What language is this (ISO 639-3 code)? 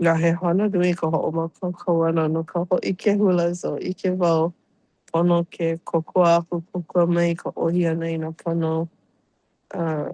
haw